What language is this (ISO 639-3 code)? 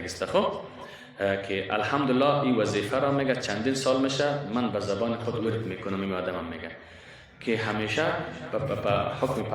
fas